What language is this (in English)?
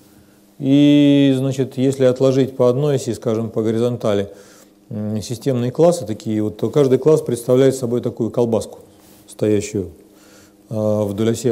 Russian